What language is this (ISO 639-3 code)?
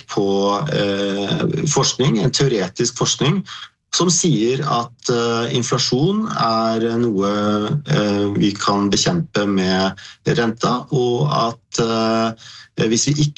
nor